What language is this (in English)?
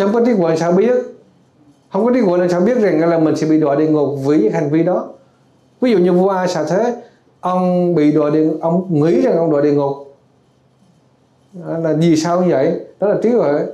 Vietnamese